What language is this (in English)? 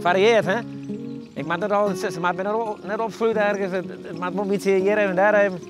Western Frisian